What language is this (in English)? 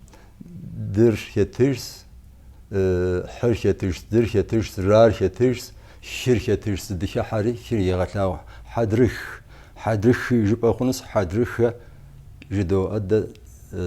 Kabardian